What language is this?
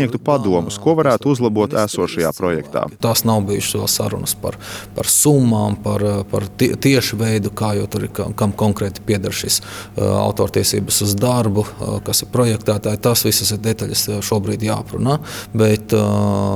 Latvian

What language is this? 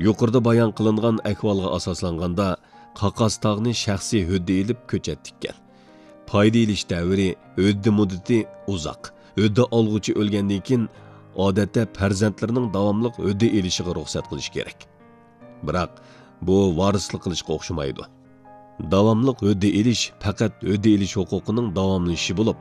Uyghur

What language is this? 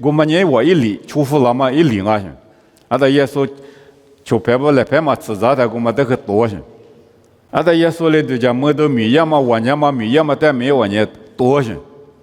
Lisu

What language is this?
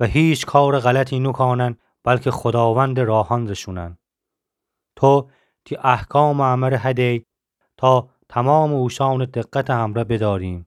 Gilaki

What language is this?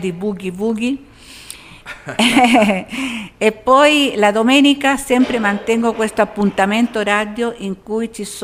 Italian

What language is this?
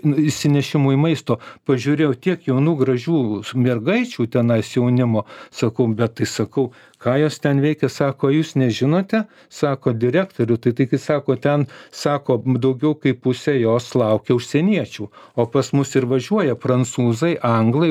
Lithuanian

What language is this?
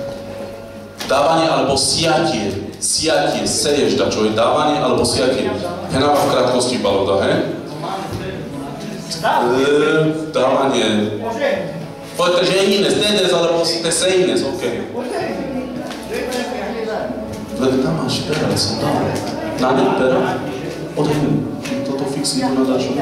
Slovak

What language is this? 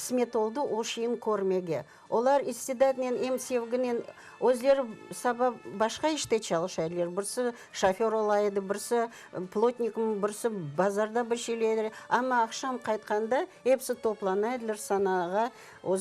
Crimean Tatar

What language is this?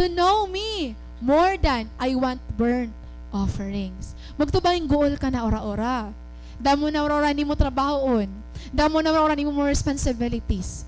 Waray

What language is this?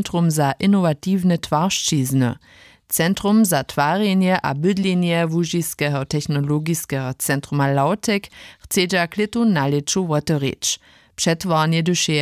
Upper Sorbian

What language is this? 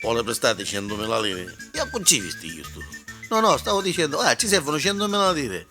Neapolitan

